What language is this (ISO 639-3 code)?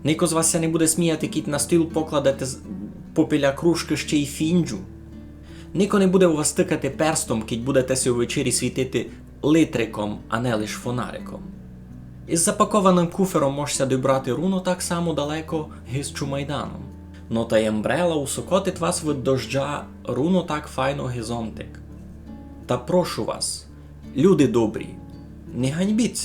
rue